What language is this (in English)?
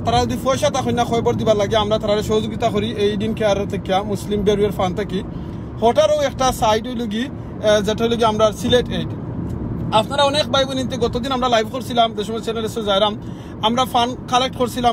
Sylheti